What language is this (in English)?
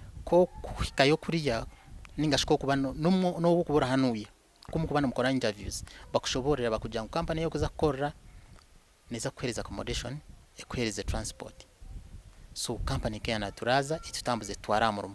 Nyankole